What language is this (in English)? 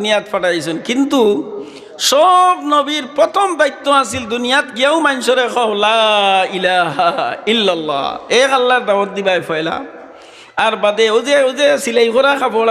Sylheti